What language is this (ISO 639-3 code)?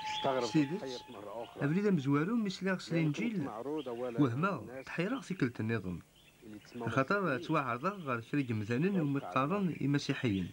kab